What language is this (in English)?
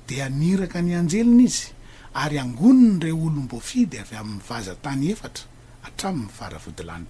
Malagasy